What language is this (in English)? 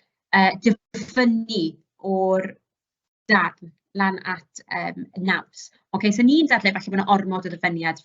Welsh